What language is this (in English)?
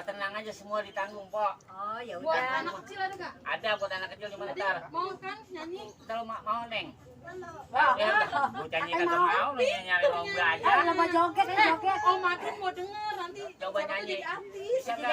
Betawi